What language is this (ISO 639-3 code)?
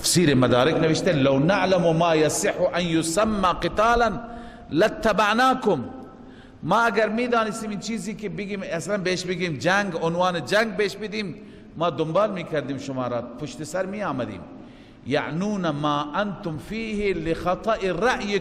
fas